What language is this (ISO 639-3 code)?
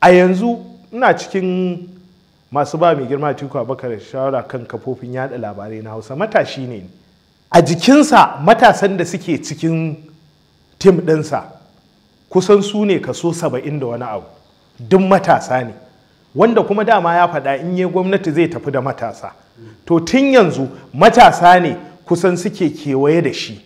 hau